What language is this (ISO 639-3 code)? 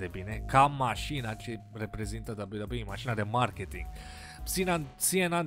ron